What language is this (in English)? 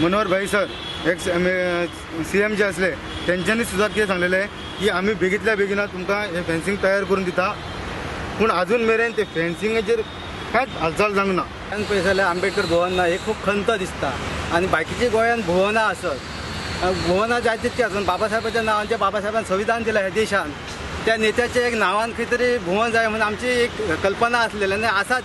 Konkani